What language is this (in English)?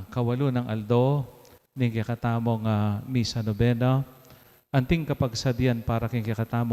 Pampanga